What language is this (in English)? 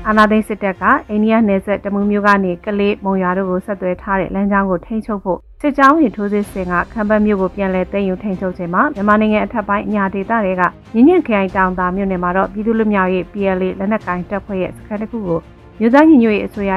Burmese